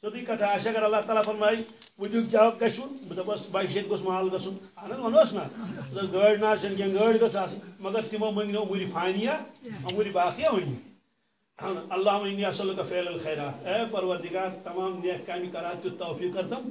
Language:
Kashmiri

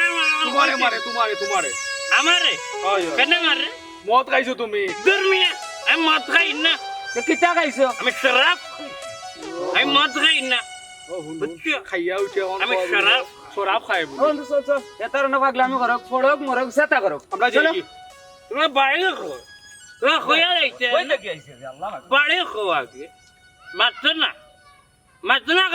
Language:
Sylheti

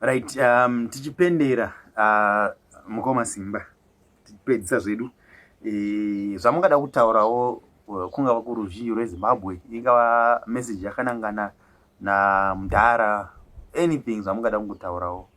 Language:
Shona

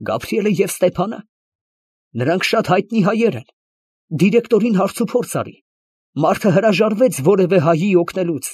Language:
Armenian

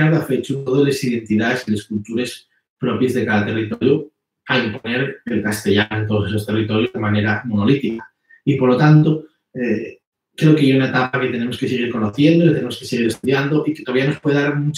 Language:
Asturian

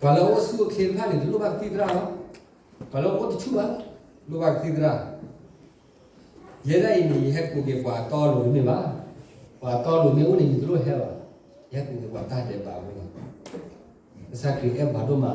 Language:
S'gaw Karen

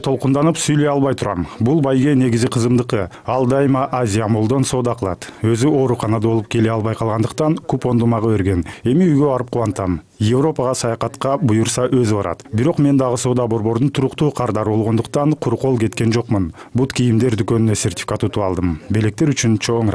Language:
Kyrgyz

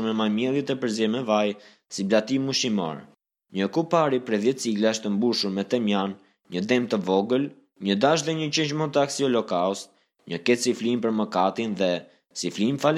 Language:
Albanian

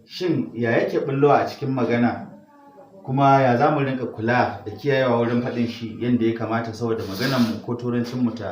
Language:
Hausa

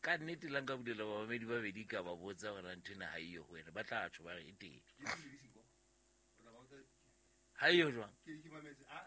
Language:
Southern Sotho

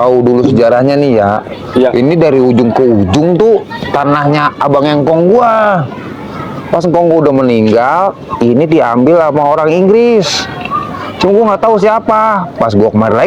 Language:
Betawi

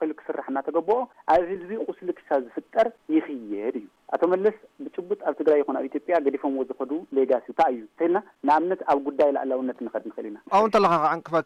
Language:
Tigrinya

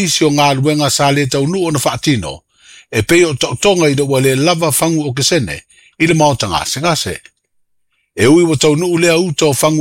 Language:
Samoan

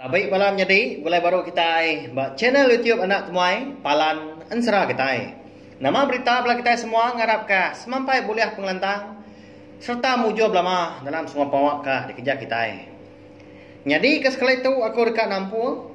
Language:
Iban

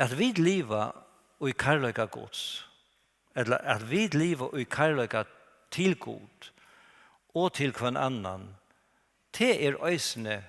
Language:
Faroese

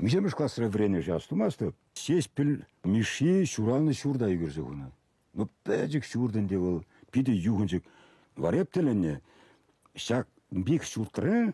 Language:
Chuvash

